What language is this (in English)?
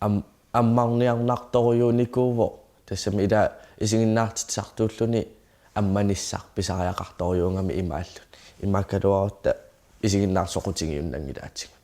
Kalaallisut